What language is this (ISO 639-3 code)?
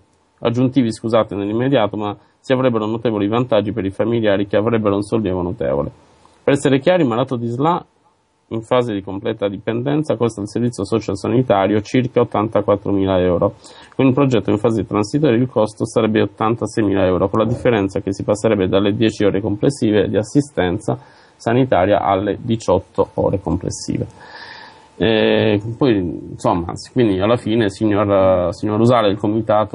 ita